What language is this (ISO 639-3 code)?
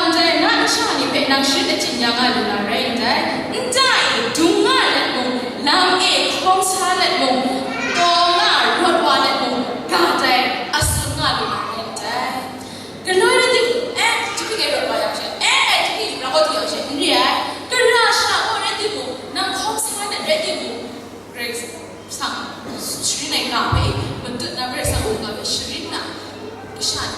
kac